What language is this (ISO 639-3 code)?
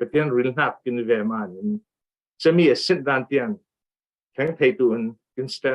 cfm